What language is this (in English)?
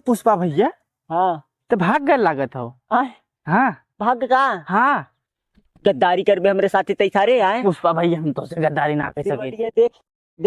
Awadhi